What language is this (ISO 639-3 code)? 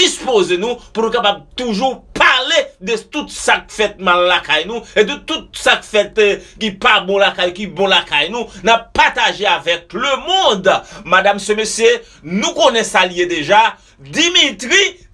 hat